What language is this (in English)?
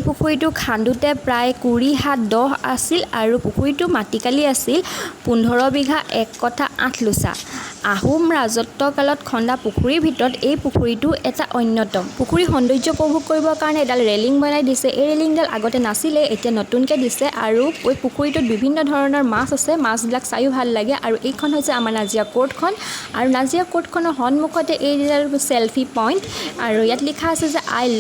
Assamese